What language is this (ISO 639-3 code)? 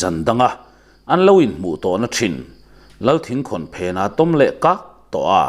lus